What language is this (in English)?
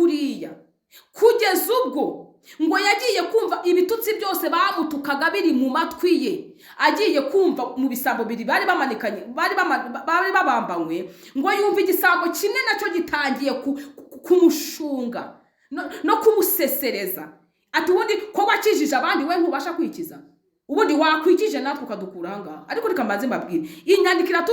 Kinyarwanda